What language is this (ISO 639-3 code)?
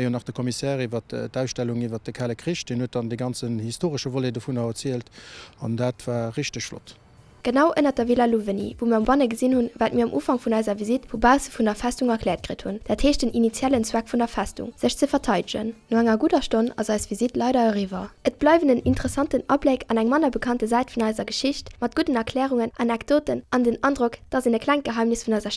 ltz